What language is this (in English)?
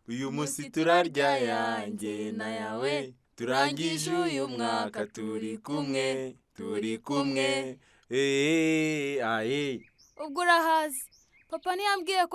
Kinyarwanda